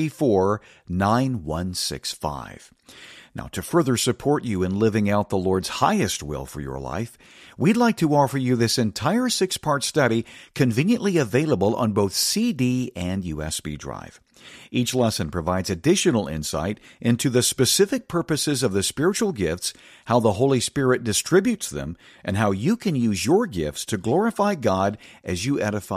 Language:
English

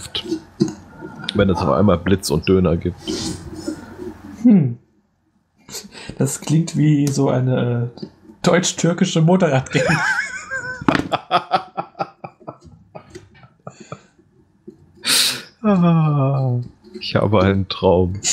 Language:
German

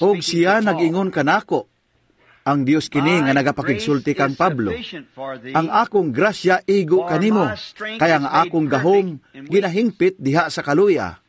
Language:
Cebuano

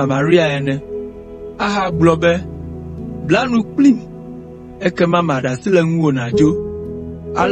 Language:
Ewe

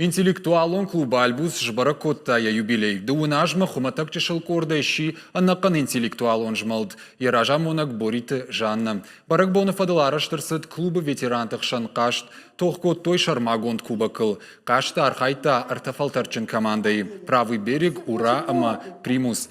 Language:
Ossetic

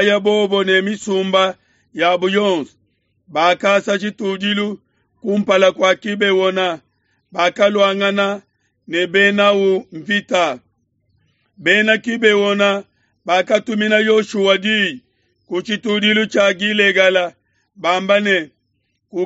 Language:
Luba-Lulua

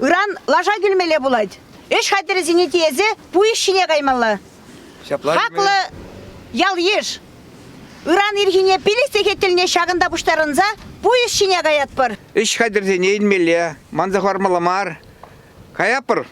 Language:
Chuvash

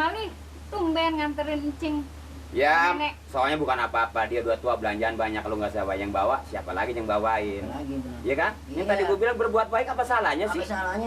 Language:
Betawi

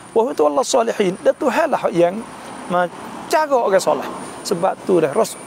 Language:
Malay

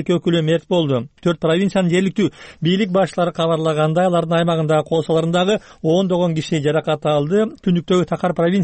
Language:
Kyrgyz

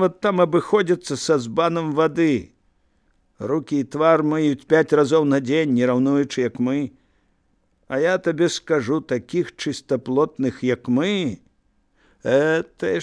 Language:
Belarusian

